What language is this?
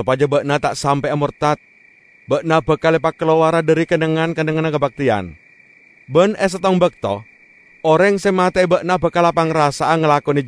Madurese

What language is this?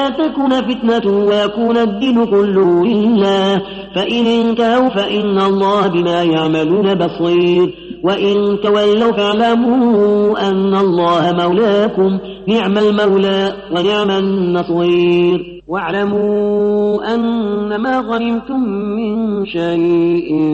Arabic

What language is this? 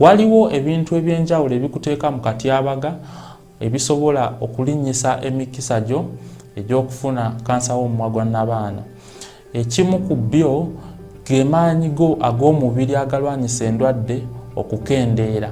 Ganda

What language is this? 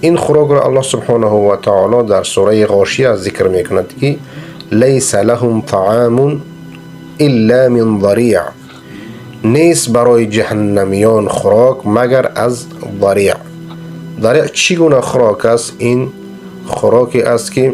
Persian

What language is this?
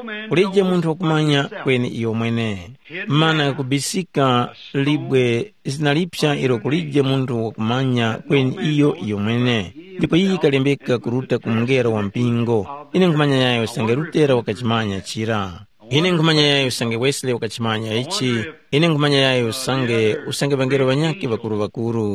Tumbuka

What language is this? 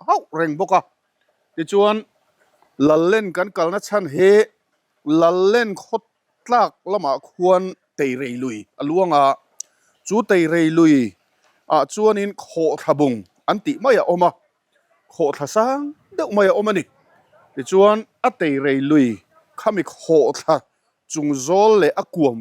Mizo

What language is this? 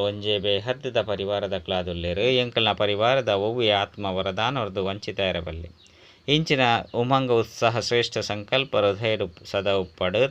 Tulu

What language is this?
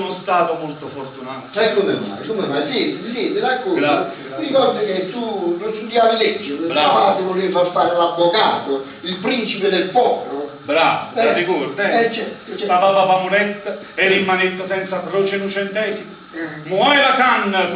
Neapolitan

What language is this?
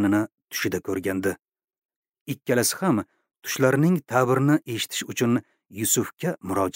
Uzbek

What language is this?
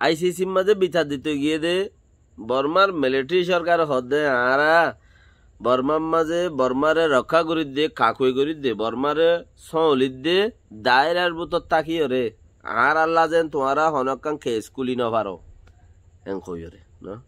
Rohingya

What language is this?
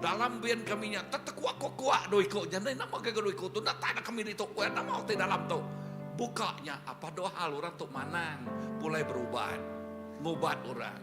Iban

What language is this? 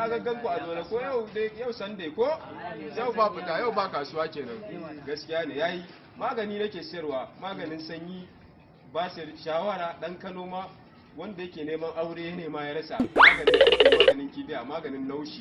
Hausa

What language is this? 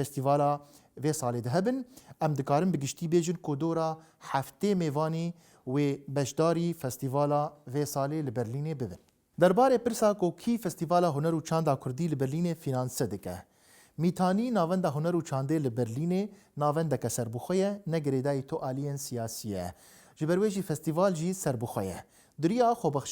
Kurdish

